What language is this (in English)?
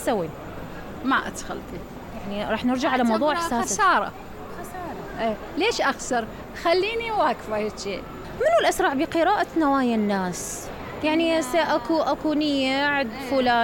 Mesopotamian Arabic